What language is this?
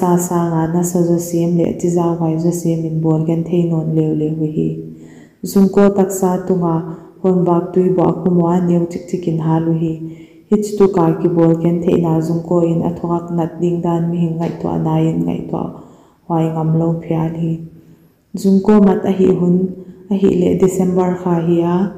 Paite Chin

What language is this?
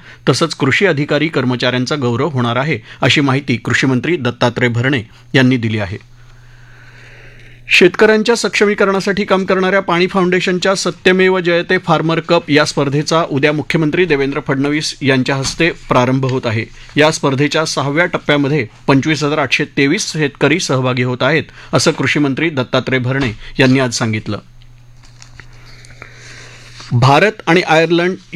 Marathi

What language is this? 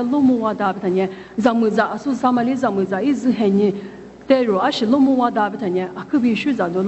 Lisu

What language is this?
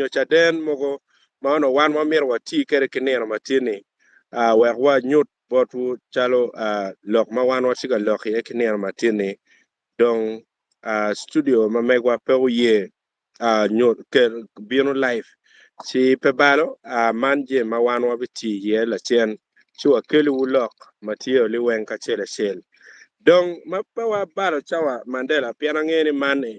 Acoli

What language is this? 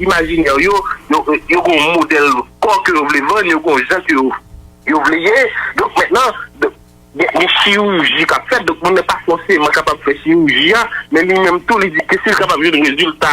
Haitian Creole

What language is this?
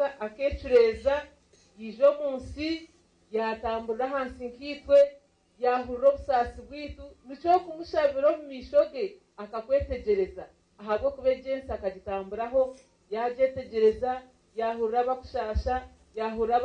Nyankole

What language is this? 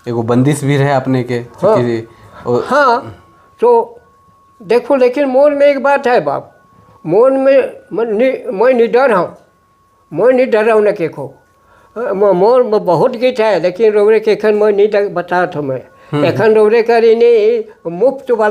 Sadri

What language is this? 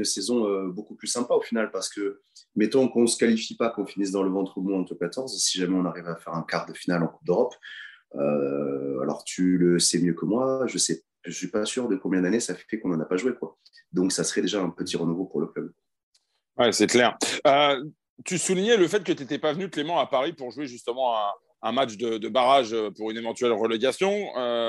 French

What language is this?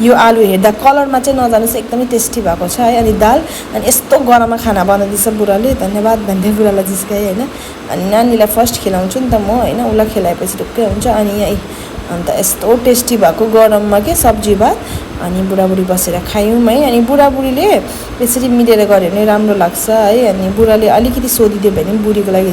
Nepali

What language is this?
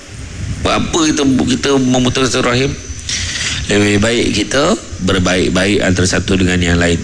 Malay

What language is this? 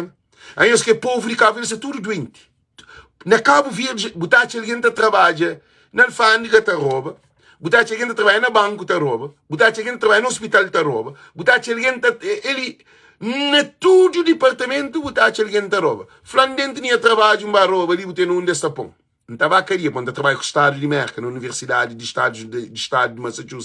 Kabuverdianu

